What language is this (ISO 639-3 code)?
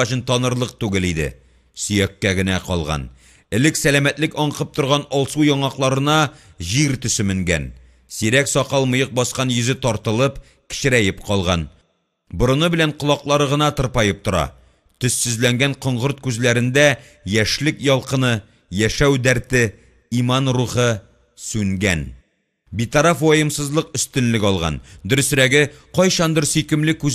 tat